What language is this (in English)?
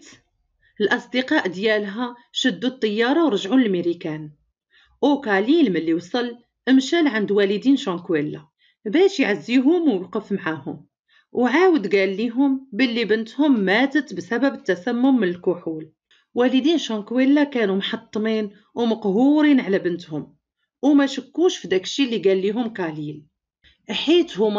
Moroccan Arabic